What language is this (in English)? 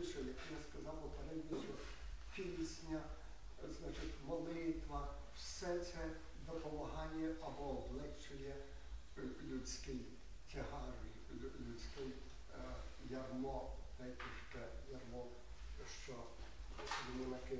Ukrainian